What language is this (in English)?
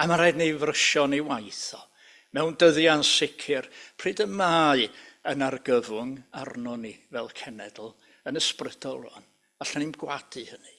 Welsh